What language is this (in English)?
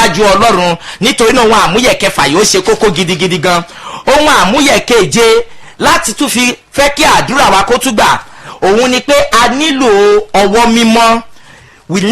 Yoruba